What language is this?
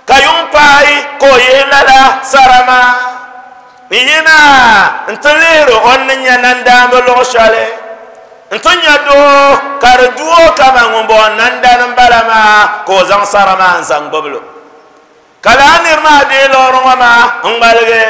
Dagbani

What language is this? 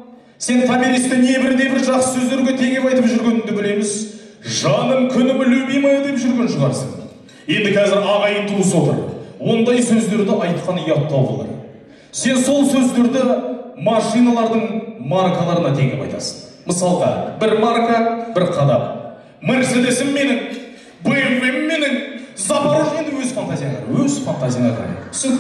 Kazakh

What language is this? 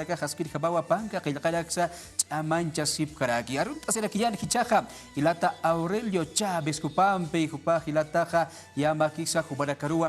Aymara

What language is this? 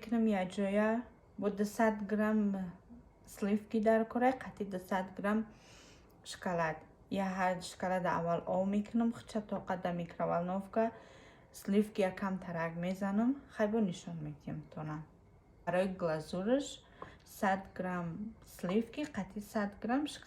Tajik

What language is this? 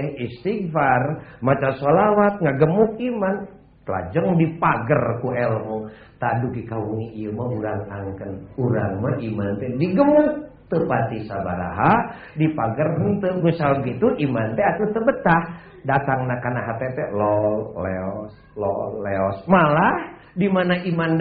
Sundanese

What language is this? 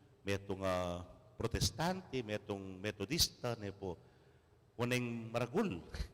Pampanga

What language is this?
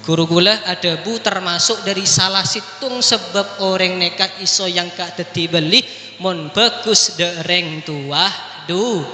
Madurese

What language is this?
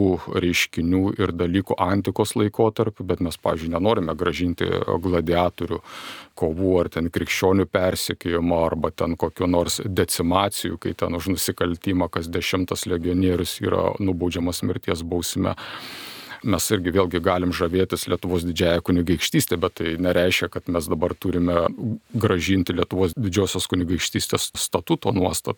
Lithuanian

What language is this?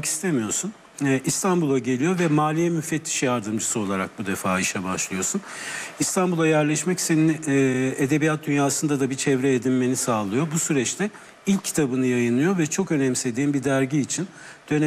Turkish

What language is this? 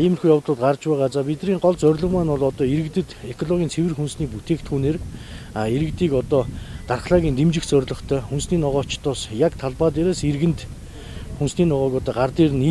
Mongolian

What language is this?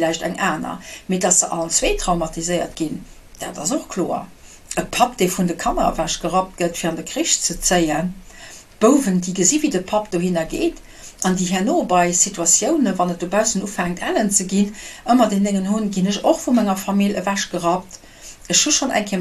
Luxembourgish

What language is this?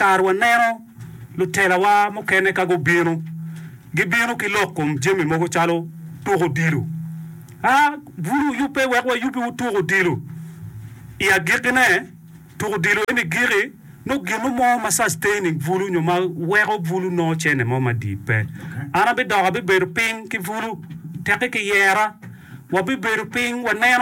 Acoli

